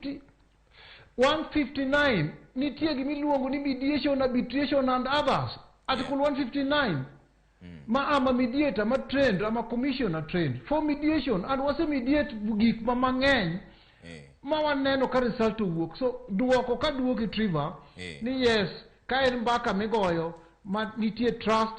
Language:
Luo (Kenya and Tanzania)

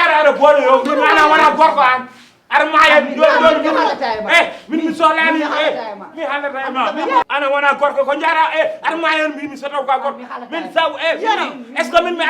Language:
Fula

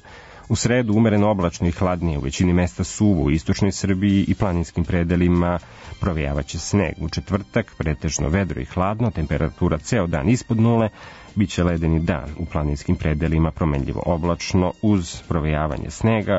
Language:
Serbian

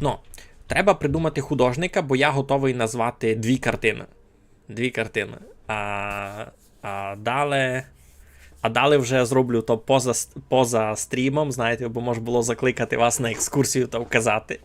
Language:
Rusyn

